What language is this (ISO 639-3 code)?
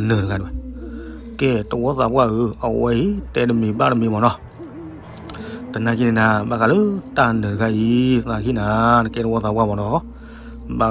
ksw